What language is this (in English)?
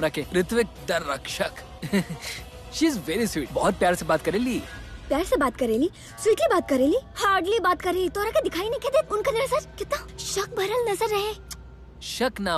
Bhojpuri